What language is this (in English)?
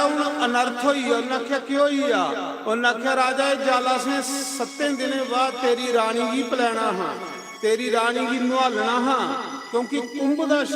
Dogri